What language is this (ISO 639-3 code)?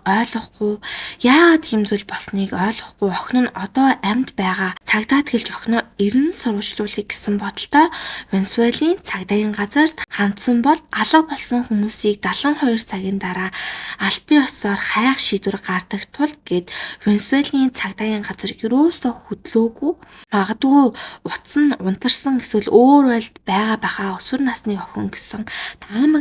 mon